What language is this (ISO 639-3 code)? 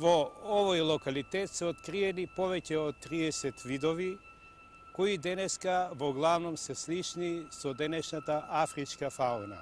mkd